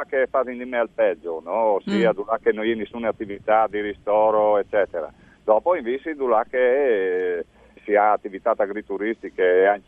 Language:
Friulian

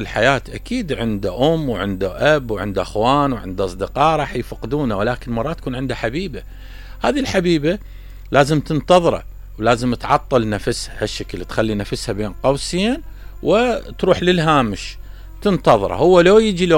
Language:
Mesopotamian Arabic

